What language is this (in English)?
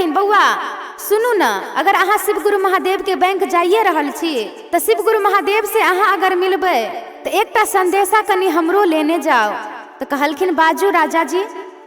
Maithili